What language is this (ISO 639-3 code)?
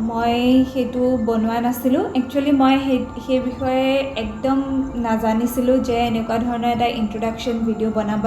asm